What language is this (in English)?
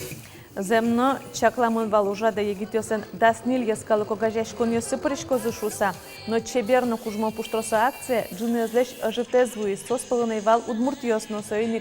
Udmurt